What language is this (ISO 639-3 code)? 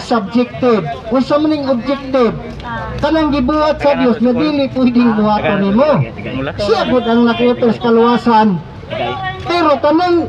ceb